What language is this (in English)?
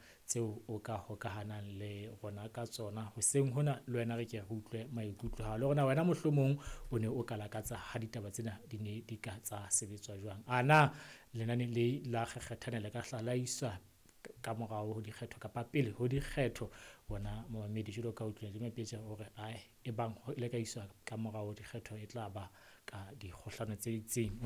Southern Sotho